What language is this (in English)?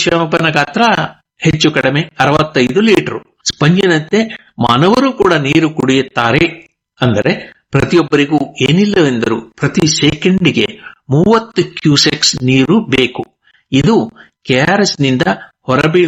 Kannada